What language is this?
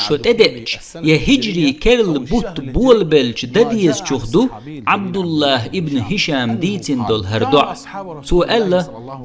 Chechen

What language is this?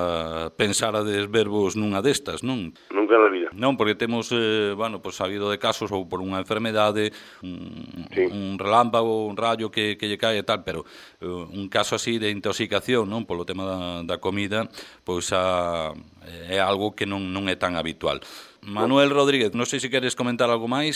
Galician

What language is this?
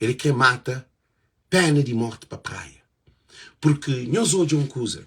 Kabuverdianu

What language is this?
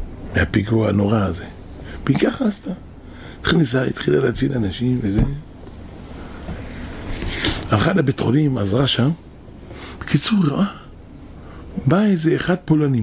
Hebrew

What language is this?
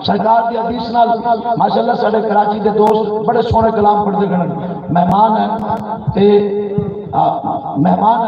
Saraiki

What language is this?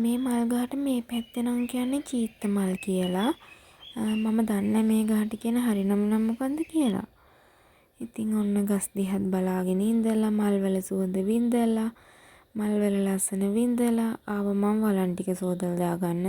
Sinhala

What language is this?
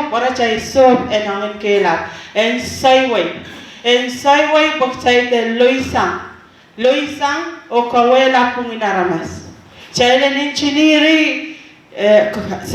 Pohnpeian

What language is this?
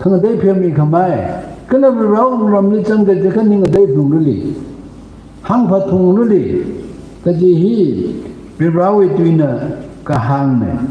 Tangkhul Naga (India)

